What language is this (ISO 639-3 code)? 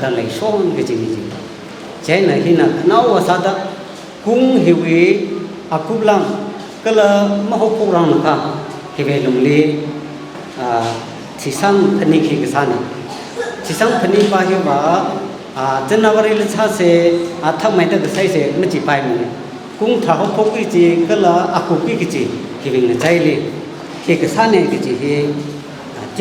nmf